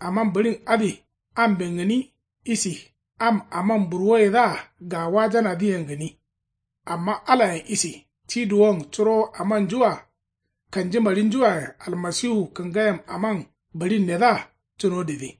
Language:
Kanuri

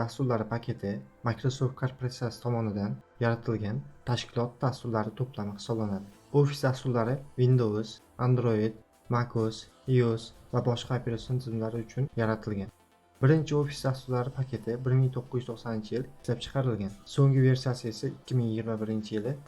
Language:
Uzbek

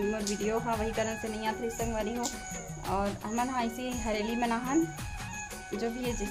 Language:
Chhattisgarhi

